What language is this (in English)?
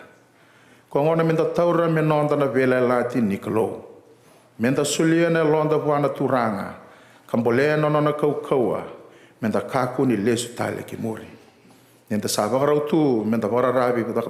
Fijian